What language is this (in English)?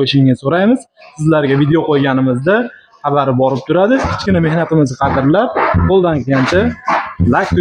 Uzbek